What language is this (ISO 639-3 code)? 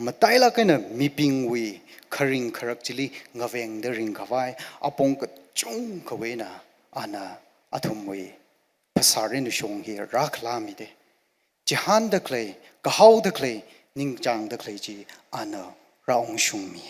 nmf